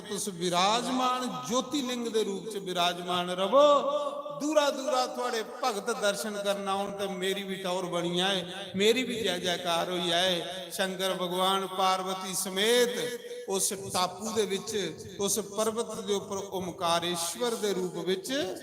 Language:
Dogri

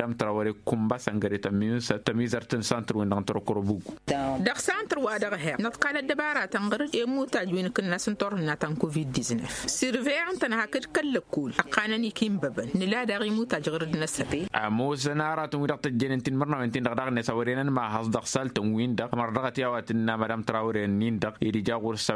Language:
Tamasheq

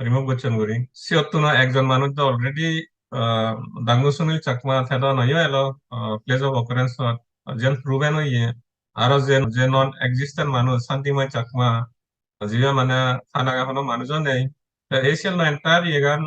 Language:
Chakma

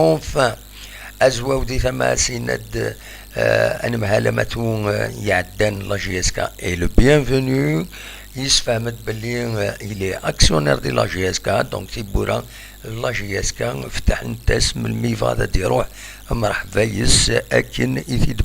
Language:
Kabyle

